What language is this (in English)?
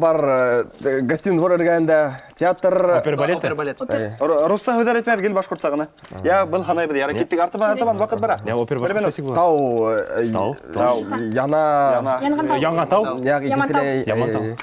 Bashkir